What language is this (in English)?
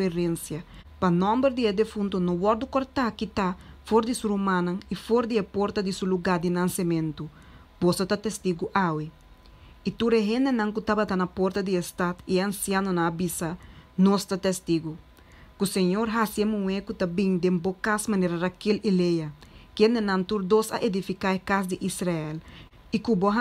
Papiamento